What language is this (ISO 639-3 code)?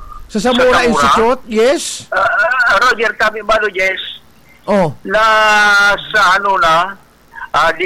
bik